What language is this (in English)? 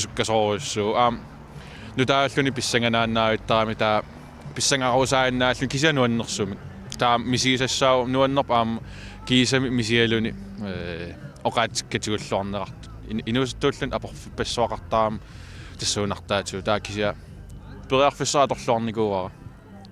Kalaallisut